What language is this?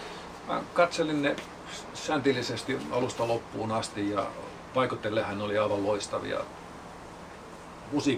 Finnish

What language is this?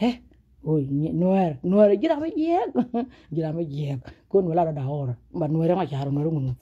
Nuer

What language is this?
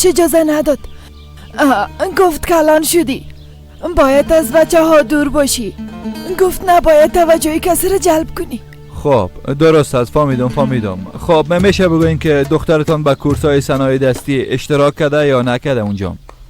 Persian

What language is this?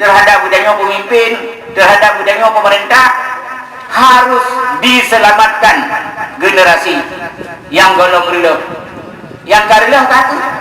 Achinese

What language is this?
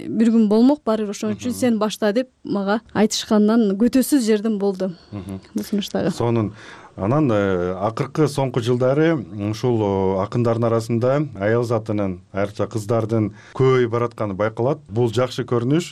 Kyrgyz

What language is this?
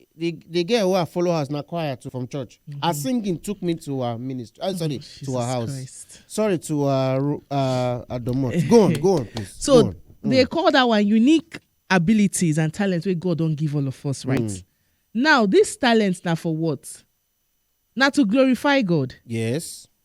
Nigerian Pidgin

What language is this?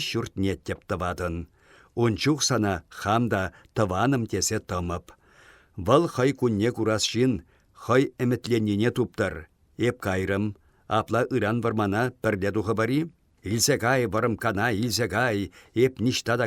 Chuvash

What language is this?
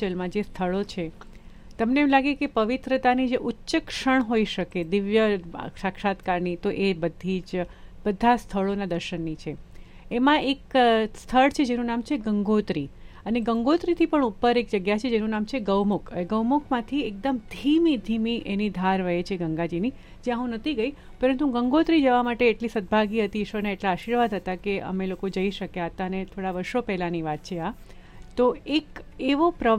Gujarati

